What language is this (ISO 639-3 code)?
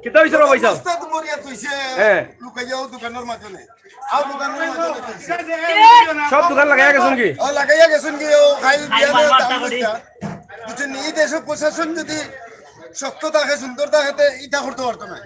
syl